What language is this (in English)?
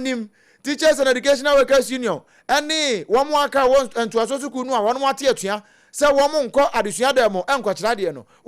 Akan